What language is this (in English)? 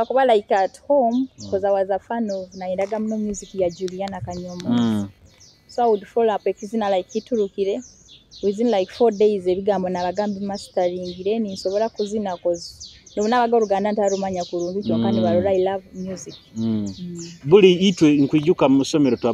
Nyoro